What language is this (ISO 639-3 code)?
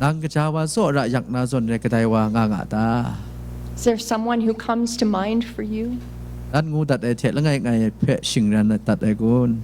kac